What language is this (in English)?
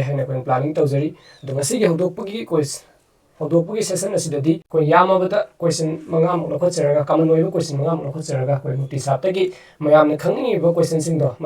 Manipuri